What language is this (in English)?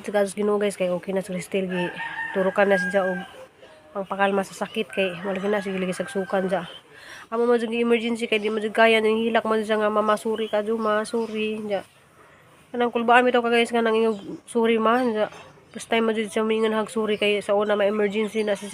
Cebuano